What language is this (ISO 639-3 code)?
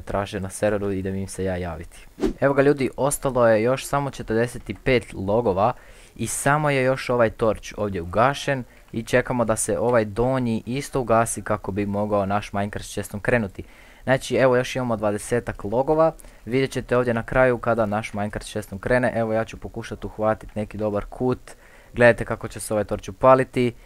hrv